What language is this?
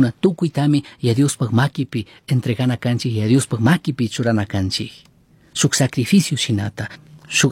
Chimborazo Highland Quichua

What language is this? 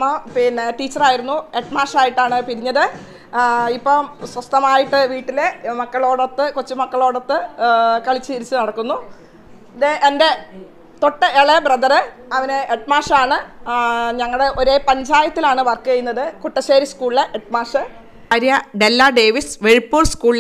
Malayalam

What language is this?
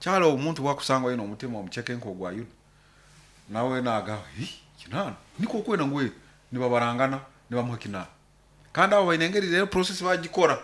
Nyoro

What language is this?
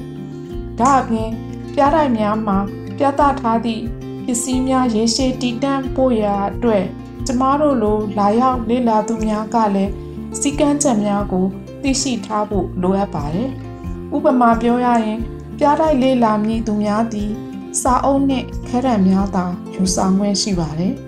Burmese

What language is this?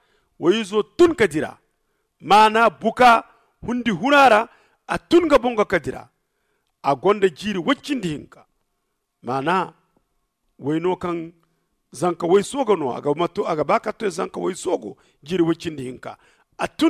Zarma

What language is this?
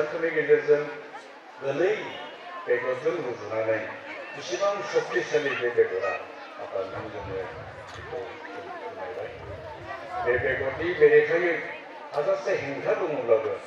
Bodo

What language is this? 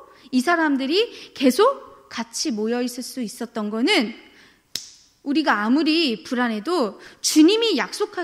Korean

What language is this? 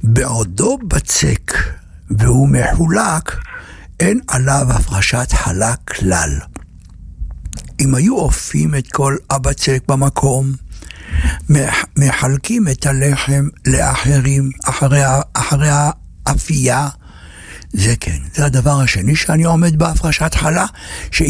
Hebrew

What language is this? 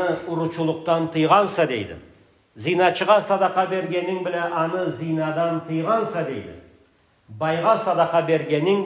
Karachay-Balkar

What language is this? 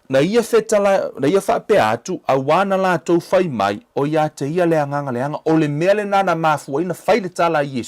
Samoan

